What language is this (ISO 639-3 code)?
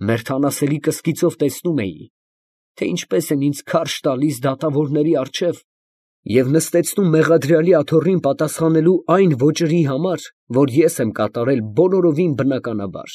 hye